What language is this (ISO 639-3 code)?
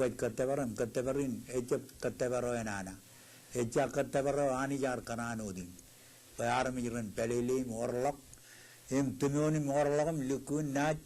mah